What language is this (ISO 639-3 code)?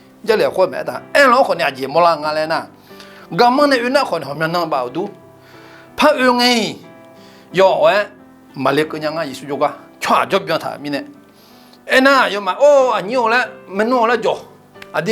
ahk